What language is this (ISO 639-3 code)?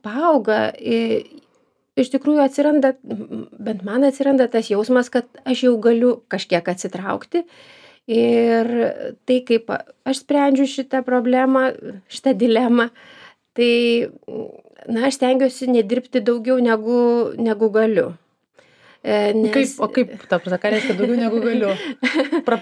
lit